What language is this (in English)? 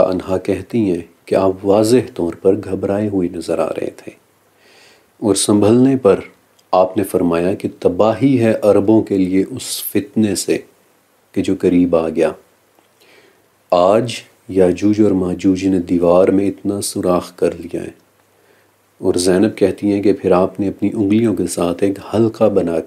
Urdu